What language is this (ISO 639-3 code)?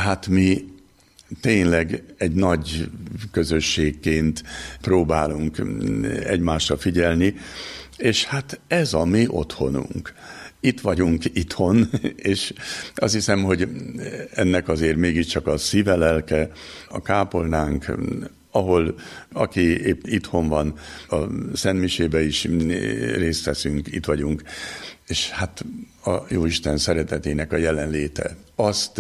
hun